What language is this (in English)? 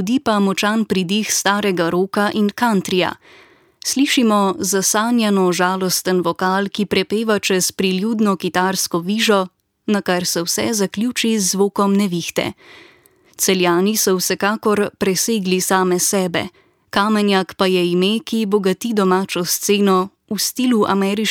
Slovenian